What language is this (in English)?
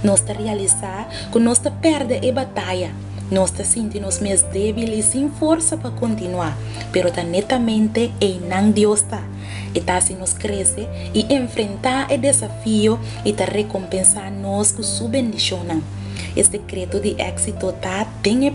Papiamento